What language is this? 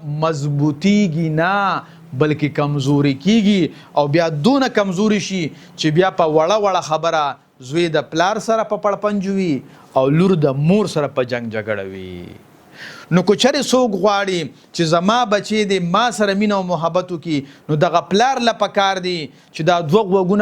Pashto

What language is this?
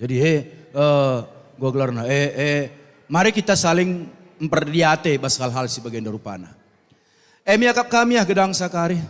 Batak Karo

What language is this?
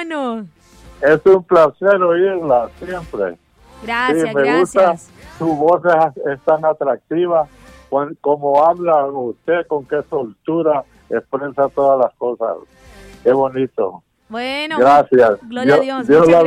Spanish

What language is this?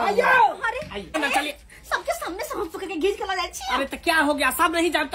Maithili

